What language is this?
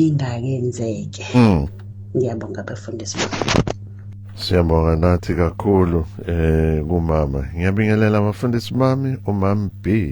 Zulu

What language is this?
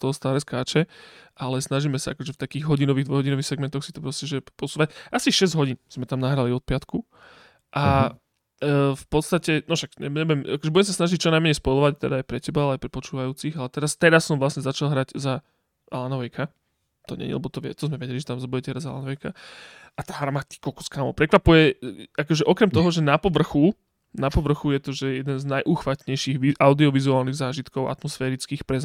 Slovak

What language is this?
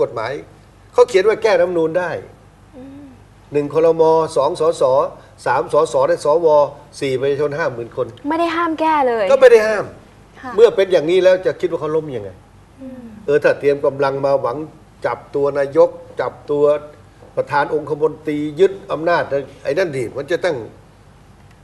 Thai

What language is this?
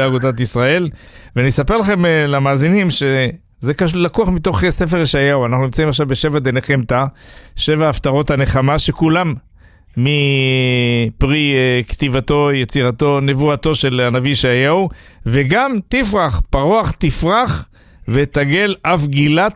Hebrew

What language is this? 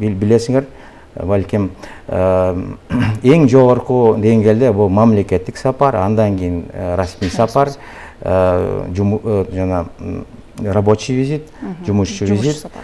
Kyrgyz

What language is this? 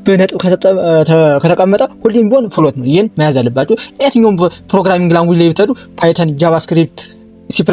Amharic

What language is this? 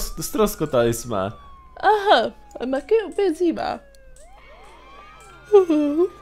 Czech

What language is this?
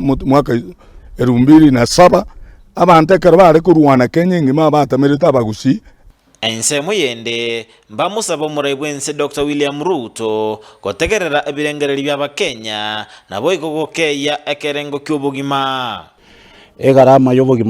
Gusii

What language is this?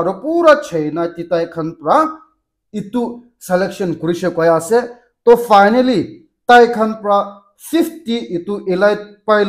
Naga Pidgin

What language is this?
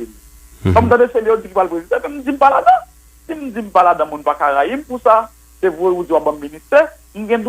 Haitian Creole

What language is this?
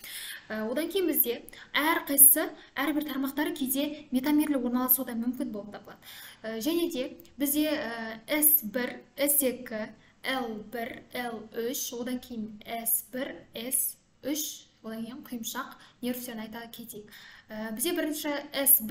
Kazakh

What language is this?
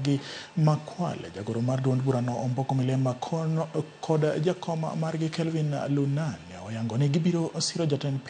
Luo (Kenya and Tanzania)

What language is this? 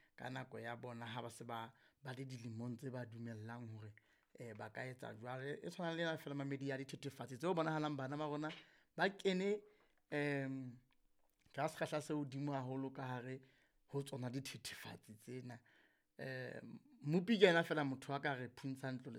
Southern Sotho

